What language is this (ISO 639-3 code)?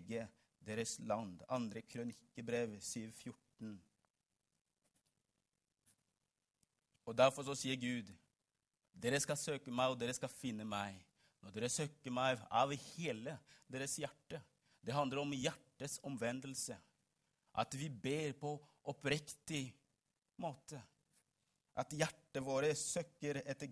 nor